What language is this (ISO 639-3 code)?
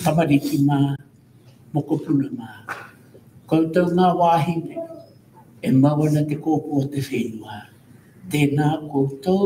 mri